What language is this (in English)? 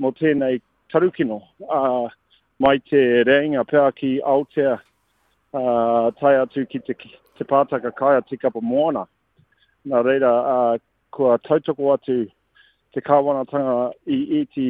Māori